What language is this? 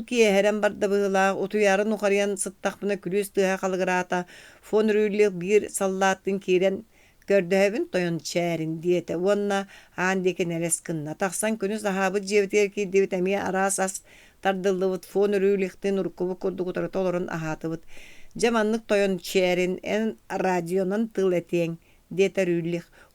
Yakut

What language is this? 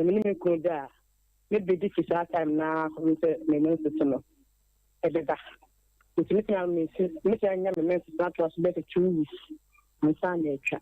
Akan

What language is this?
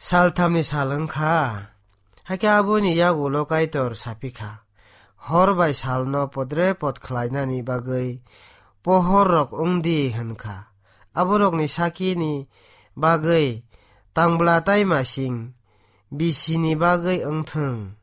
Kok Borok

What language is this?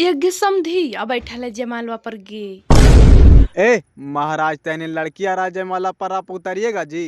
Magahi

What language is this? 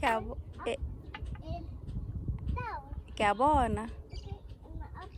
Tswana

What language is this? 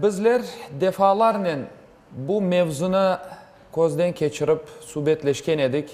Crimean Tatar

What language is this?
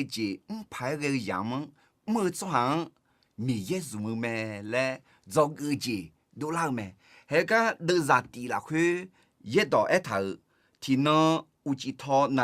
Akha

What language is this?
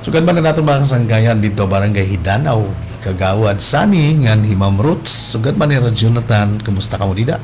Waray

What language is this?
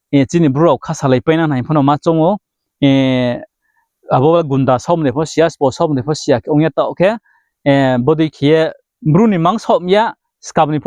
Riang (India)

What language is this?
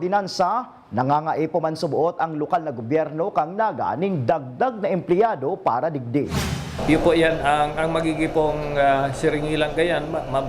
Bikol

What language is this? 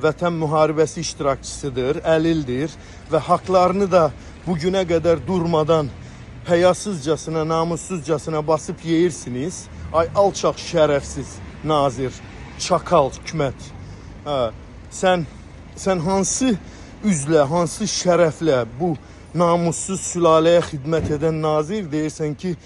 Azerbaijani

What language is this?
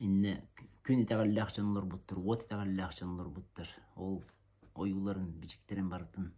Yakut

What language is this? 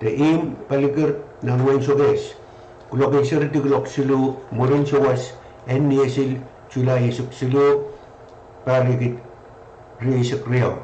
Pohnpeian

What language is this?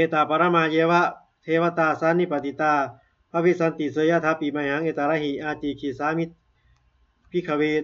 Pali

